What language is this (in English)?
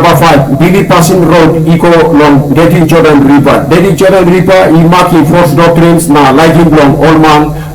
Tok Pisin